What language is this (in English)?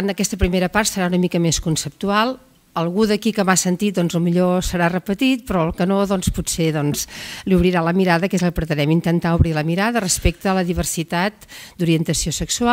Catalan